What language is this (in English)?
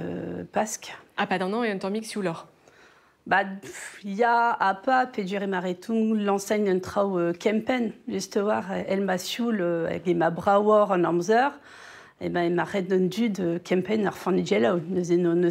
Breton